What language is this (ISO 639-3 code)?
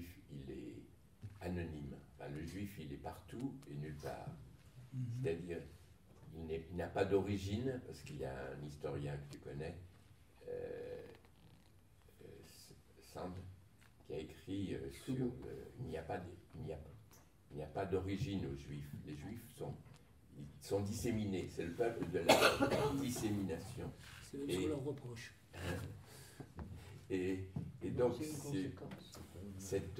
fra